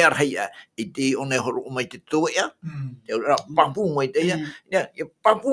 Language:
Tahitian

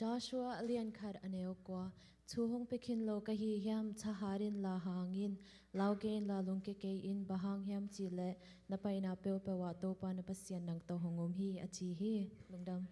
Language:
Tedim Chin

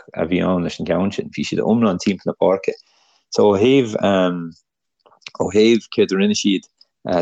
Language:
Irish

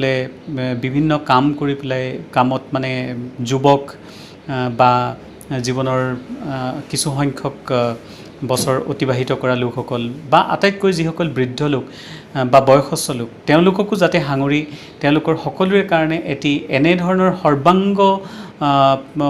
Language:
Assamese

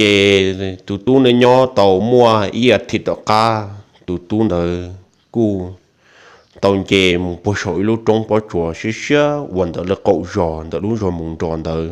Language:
Hmong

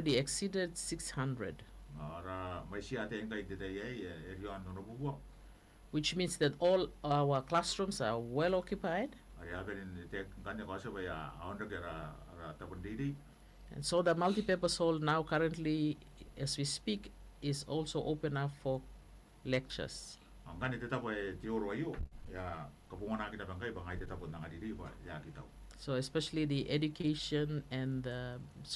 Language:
Gilbertese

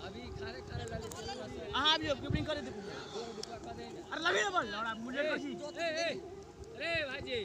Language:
Maithili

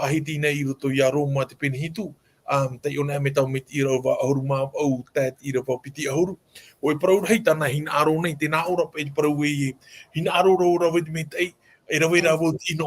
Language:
Tahitian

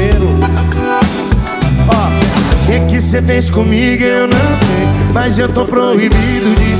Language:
Portuguese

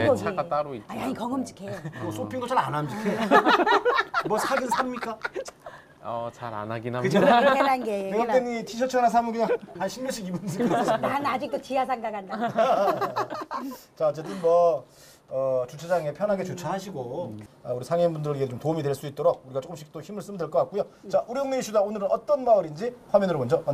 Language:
Korean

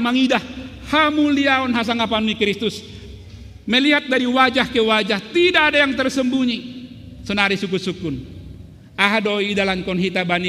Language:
Batak Simalungun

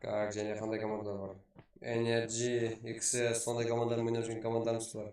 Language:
Kara-Kalpak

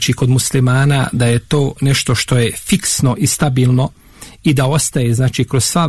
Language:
Bosnian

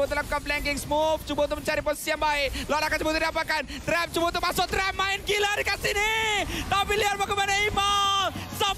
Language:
Malay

